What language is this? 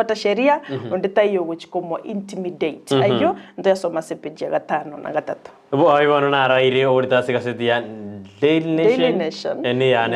Gusii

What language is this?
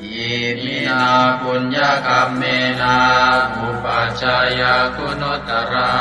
Pali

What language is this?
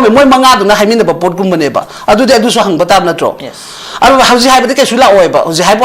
Manipuri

